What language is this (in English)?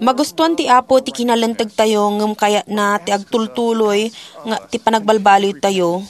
Iloko